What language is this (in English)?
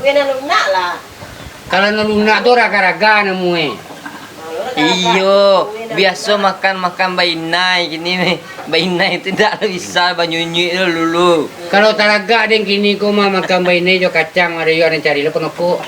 Minangkabau